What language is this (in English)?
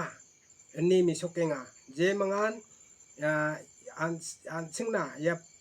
Garo